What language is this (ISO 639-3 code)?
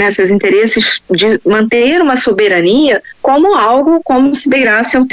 por